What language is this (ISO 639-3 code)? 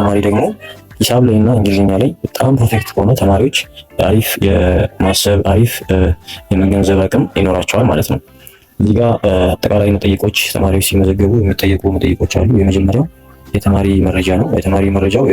amh